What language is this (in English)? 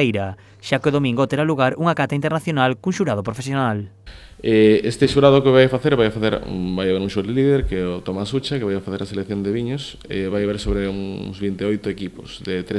Galician